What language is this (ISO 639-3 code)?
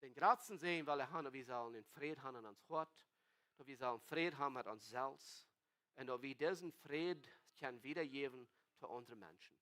pdt